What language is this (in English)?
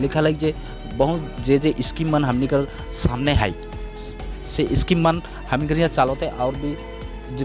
Sadri